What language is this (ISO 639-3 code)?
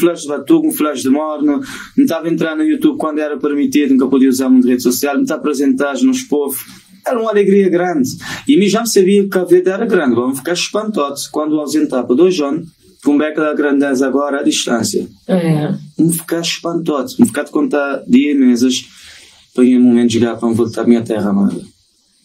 kea